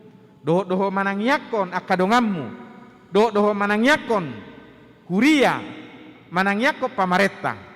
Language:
Batak Toba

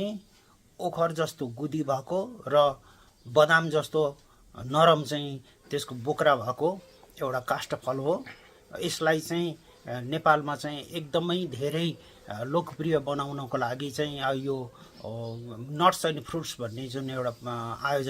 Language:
Nepali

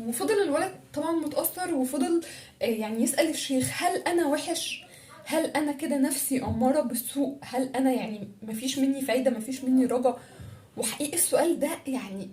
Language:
Egyptian Arabic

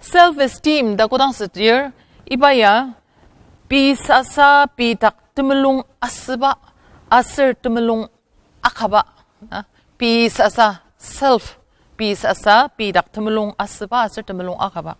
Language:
Ao Naga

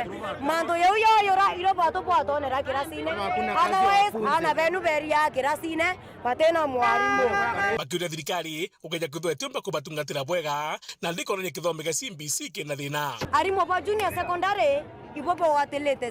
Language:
Meru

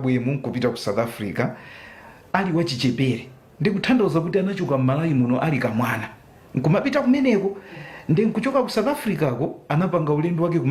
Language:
Nyanja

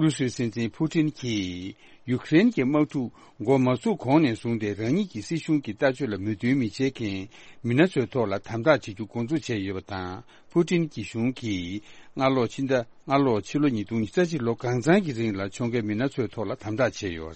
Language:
Tibetan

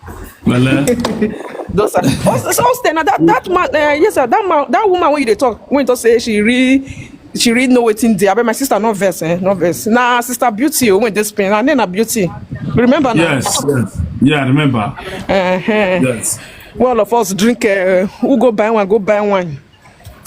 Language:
Nigerian Pidgin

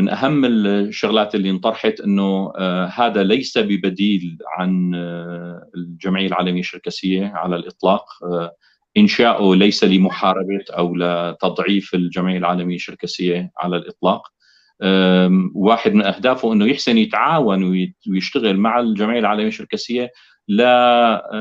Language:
North Levantine Arabic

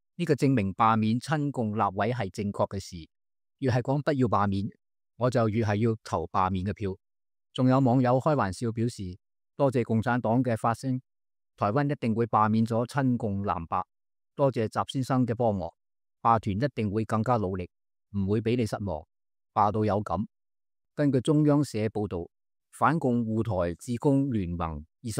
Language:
Cantonese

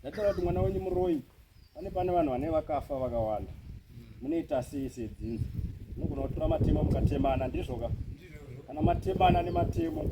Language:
Shona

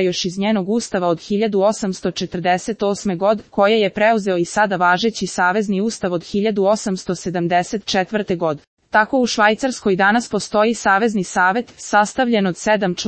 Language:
Serbian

